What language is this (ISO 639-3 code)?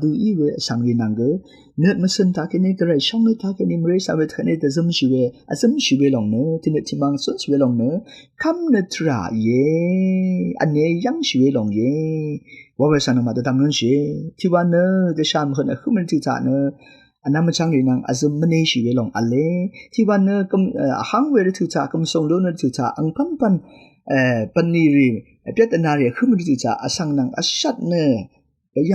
raw